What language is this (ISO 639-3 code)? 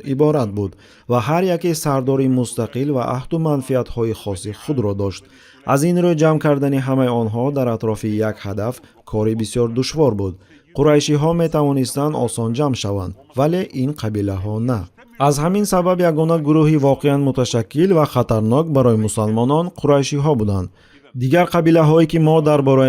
tgk